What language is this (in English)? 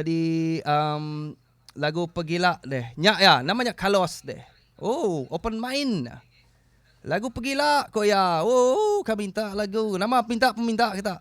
Iban